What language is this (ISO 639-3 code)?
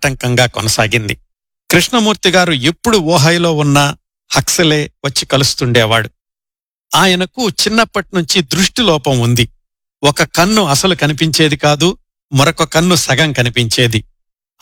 tel